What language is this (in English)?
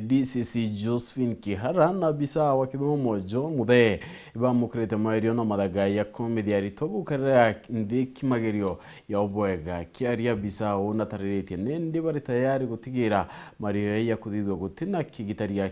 Meru